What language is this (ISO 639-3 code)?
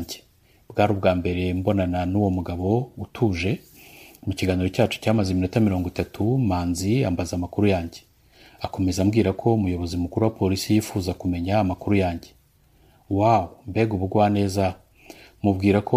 kin